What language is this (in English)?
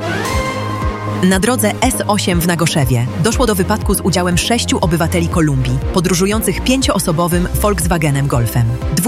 Polish